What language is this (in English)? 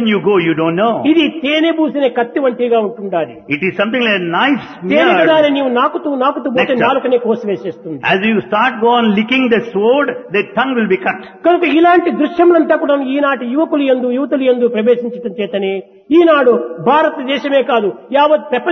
Telugu